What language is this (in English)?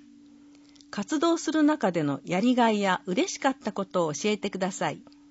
Japanese